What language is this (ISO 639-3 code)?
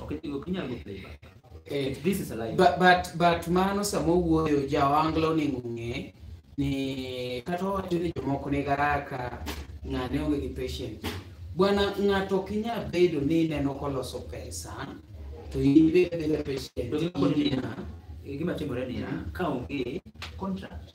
luo